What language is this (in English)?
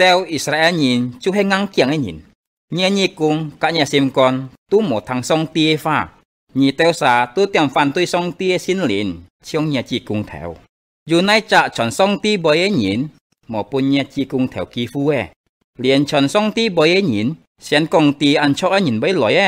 Hakka Chinese